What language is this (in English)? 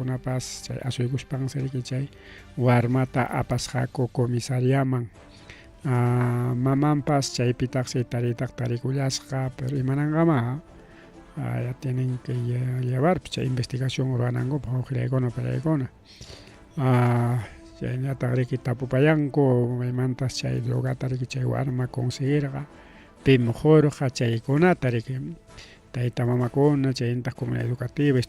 Ayacucho Quechua